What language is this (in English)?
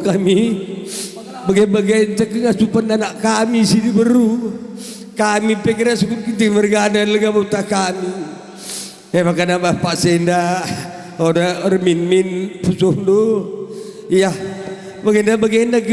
Batak Karo